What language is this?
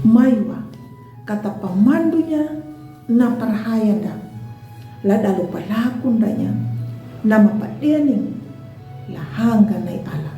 Anakalangu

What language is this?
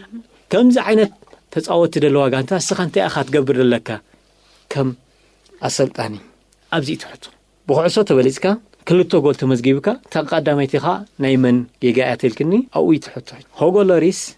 Tigrinya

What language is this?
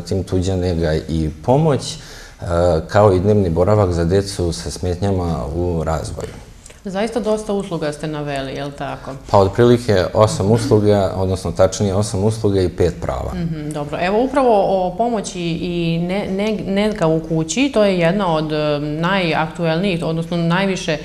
Serbian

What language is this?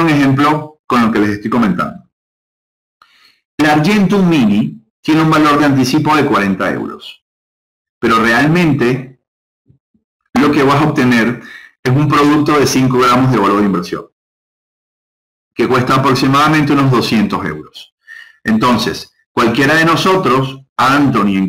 Spanish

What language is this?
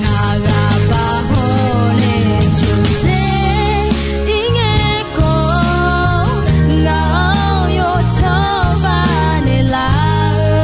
Akha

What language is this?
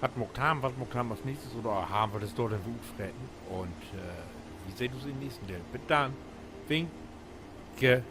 Low German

